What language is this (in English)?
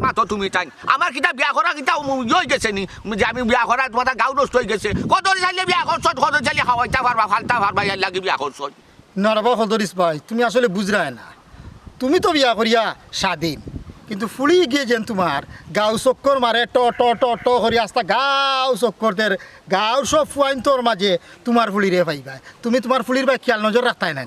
Sylheti